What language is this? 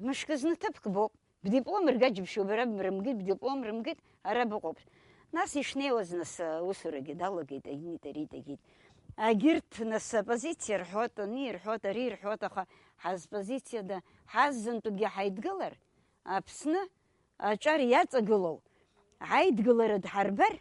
Abkhazian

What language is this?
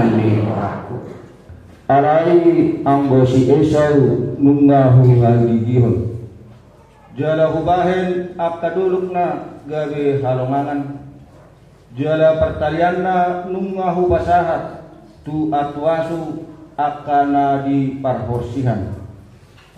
Batak Toba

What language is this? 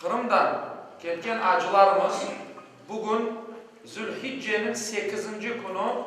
Crimean Tatar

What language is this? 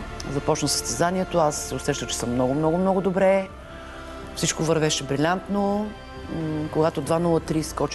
Bulgarian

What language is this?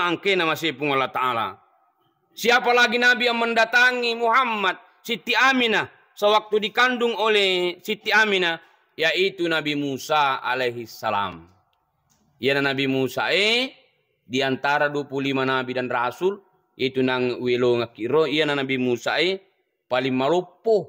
Buginese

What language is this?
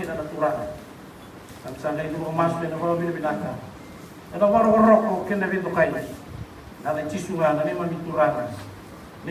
Fijian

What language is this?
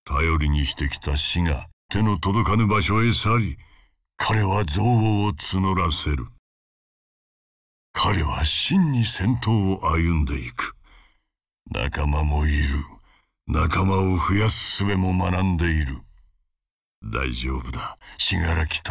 Japanese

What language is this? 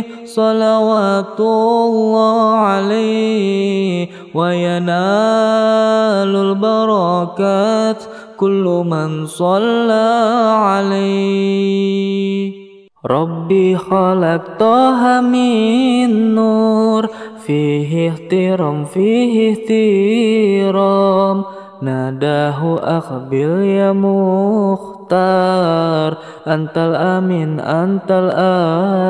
Arabic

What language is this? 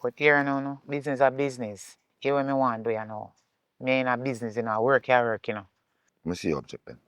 Jamaican Creole English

